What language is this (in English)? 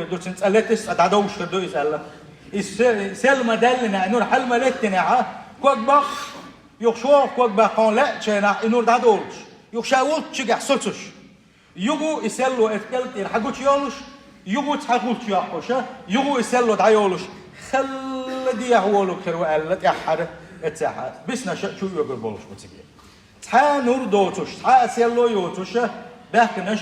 Chechen